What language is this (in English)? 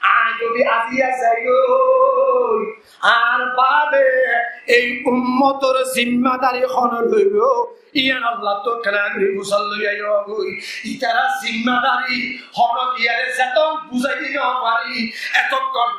Rohingya